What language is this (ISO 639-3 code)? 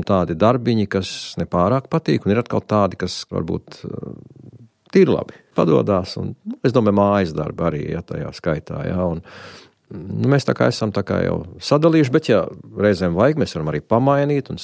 lav